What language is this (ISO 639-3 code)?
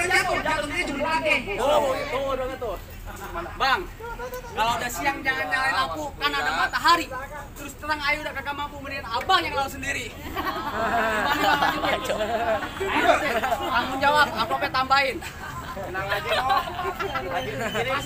bew